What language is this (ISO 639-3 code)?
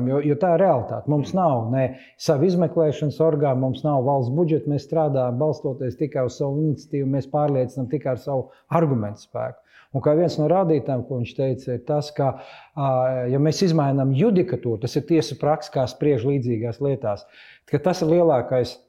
lav